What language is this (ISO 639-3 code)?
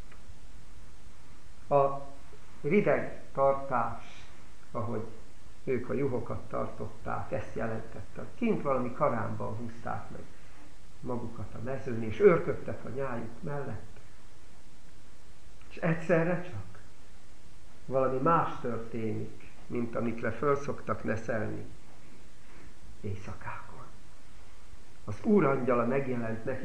hun